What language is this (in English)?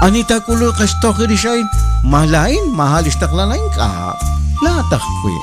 Kekchí